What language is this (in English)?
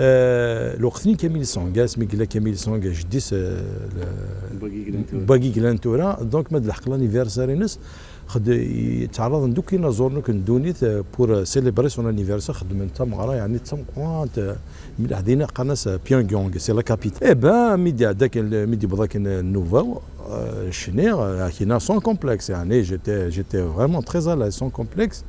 Kabyle